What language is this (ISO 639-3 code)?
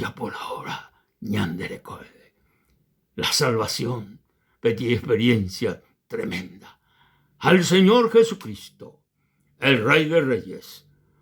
grn